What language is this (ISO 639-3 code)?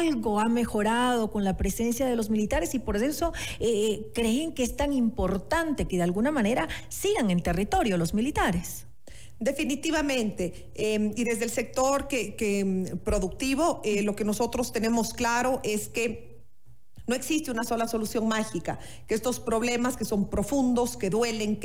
spa